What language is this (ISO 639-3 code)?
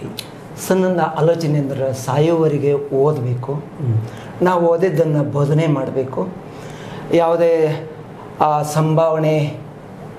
kan